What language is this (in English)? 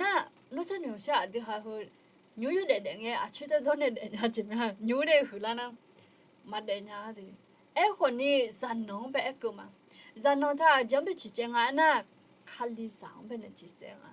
Akha